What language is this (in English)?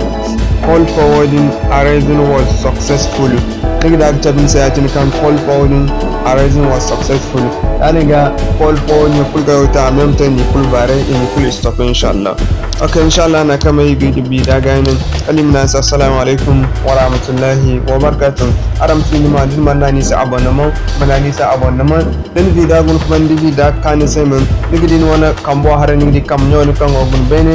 Zarma